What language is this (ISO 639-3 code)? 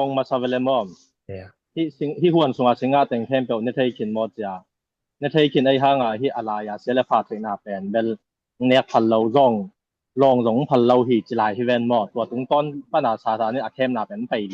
ctd